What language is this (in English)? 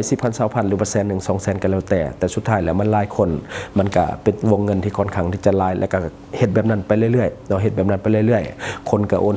Lao